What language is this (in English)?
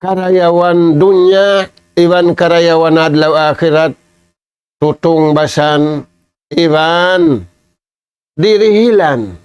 Tausug